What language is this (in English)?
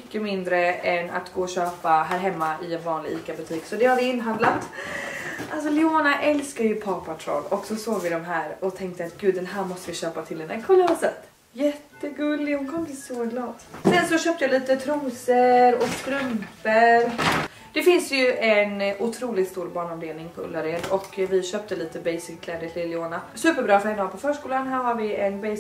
Swedish